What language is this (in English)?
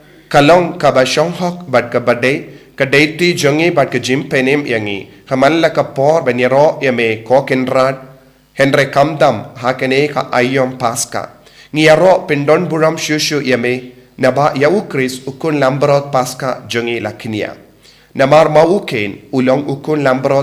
Khasi